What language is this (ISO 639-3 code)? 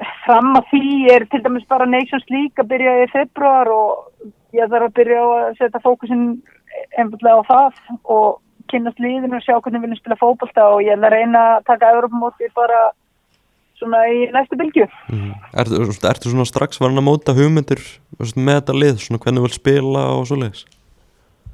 isl